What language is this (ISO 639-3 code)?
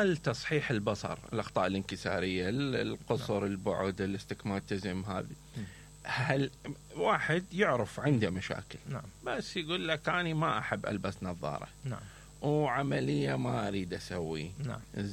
acm